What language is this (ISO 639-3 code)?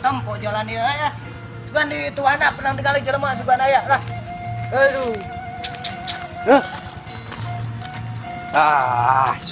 sun